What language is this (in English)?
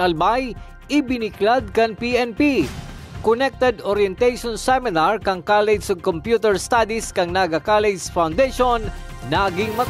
Bikol